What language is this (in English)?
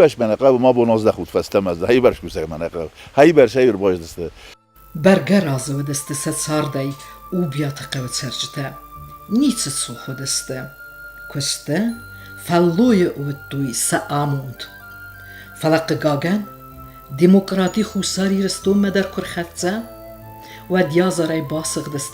Ossetic